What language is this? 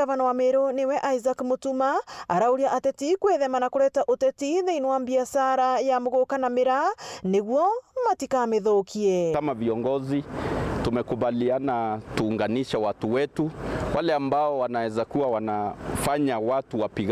Meru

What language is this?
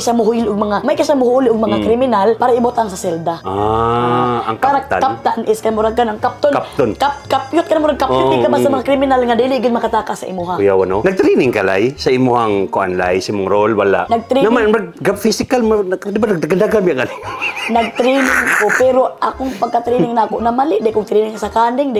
Cebuano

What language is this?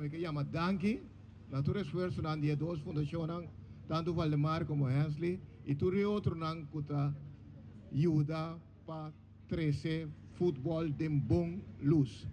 Papiamento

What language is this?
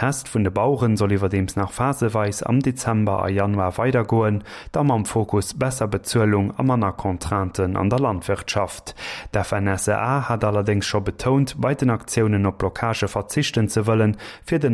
Luxembourgish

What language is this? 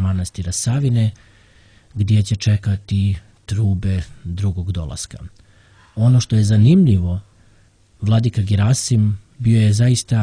Serbian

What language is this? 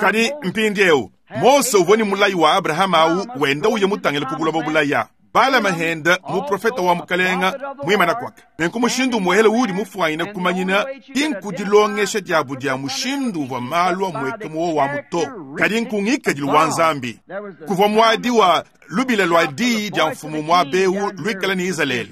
Luba-Lulua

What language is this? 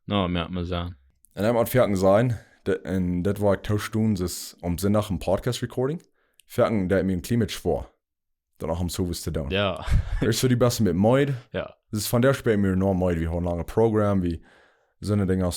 Plautdietsch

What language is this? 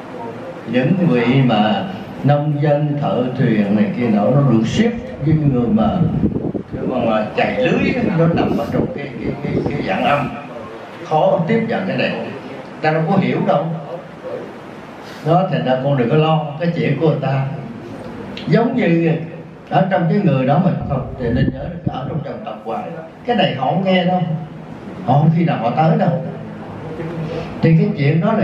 Vietnamese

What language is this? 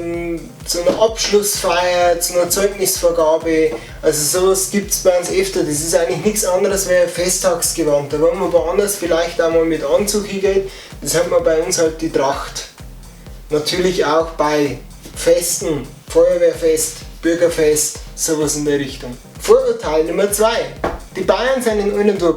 Bavarian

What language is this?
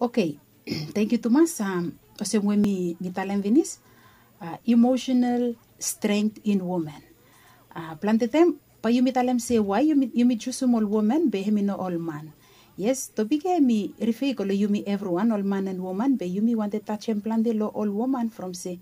Bislama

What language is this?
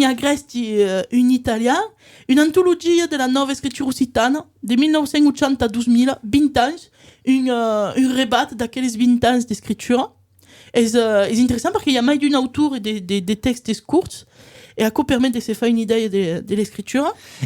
Occitan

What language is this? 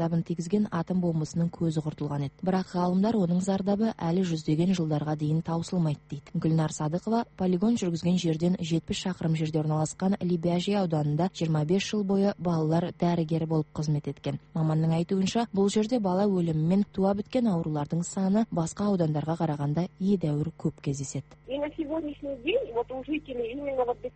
Kazakh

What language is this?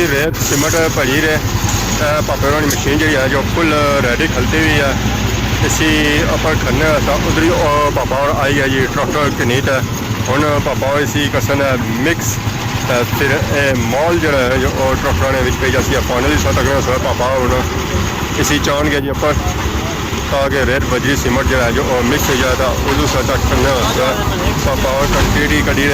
Pahari-Potwari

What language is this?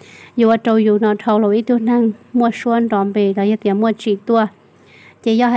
Hmong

